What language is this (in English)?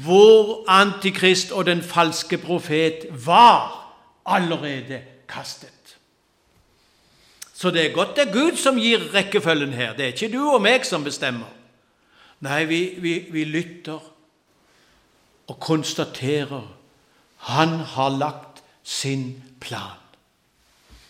Norwegian